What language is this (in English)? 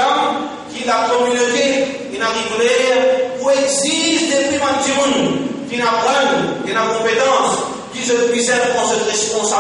Morisyen